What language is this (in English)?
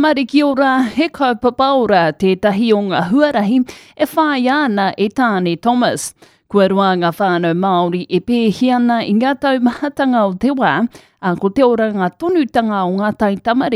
Māori